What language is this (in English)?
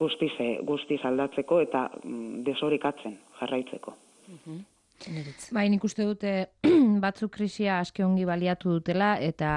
Basque